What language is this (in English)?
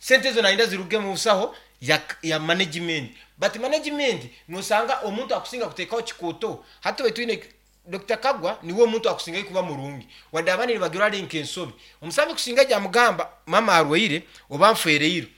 Nyankole